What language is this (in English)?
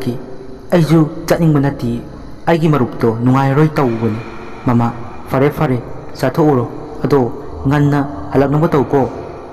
Manipuri